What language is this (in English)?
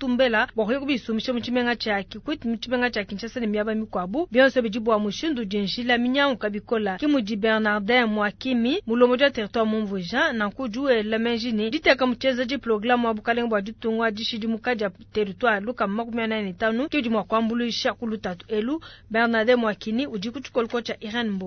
Luba-Lulua